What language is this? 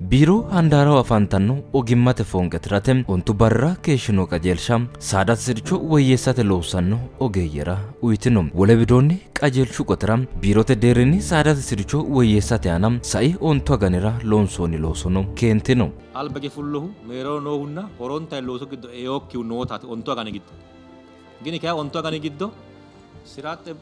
Sidamo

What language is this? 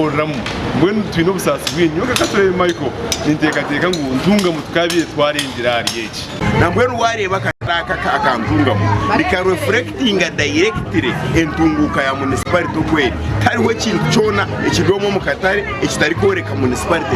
Nyankole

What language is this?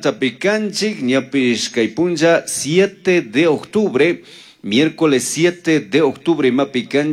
Chimborazo Highland Quichua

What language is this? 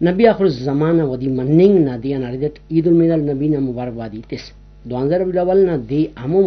Brahui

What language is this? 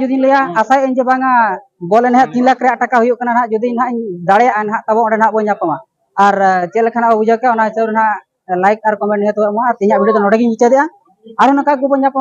Santali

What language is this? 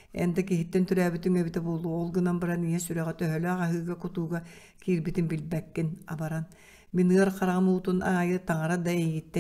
Yakut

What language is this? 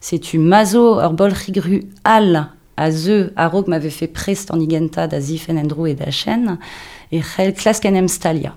Breton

